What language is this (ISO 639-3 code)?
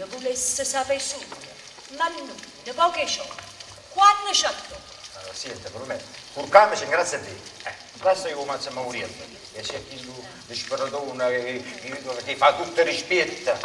nap